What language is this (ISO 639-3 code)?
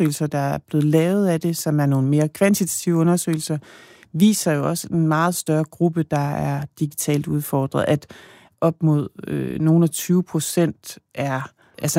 dan